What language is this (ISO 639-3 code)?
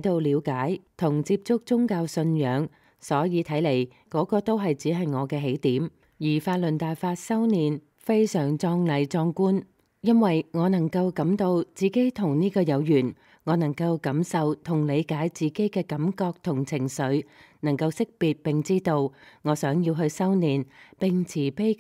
yue